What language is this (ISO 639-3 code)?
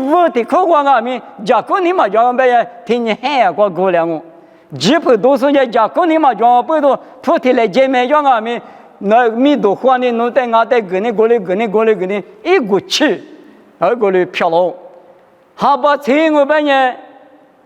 lis